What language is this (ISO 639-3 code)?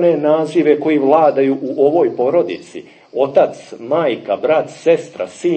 srp